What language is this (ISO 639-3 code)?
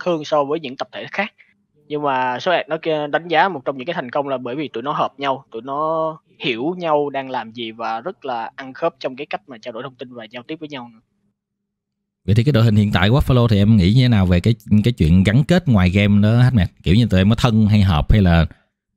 vie